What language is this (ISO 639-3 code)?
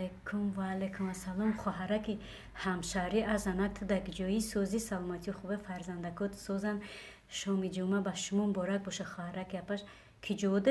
tgk